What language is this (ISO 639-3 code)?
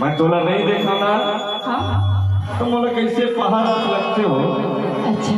hne